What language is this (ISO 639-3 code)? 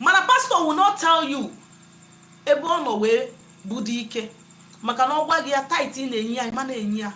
ibo